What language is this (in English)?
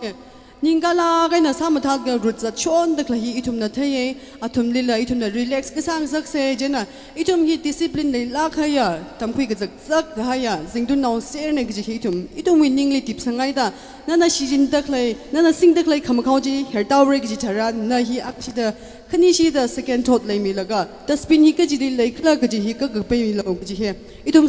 Tangkhul Naga (India)